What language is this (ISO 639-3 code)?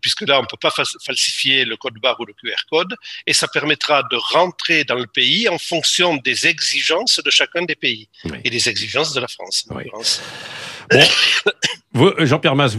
fra